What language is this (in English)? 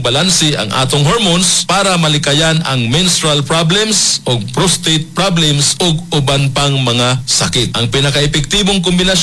Cebuano